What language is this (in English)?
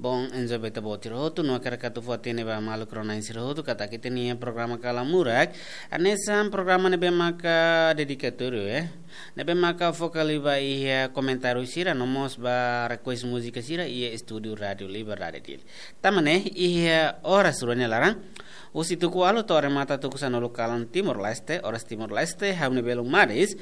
Tetum